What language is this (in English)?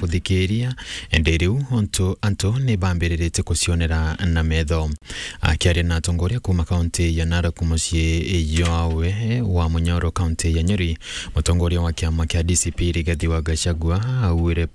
Meru